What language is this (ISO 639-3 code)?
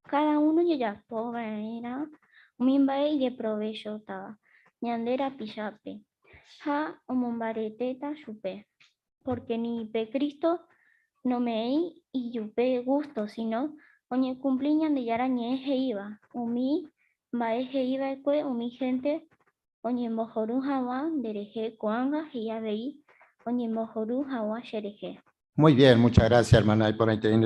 grn